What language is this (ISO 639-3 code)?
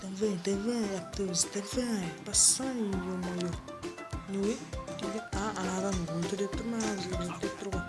kaa